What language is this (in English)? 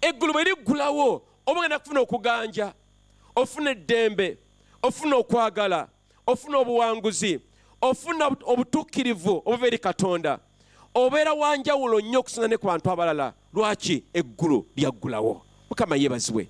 Ganda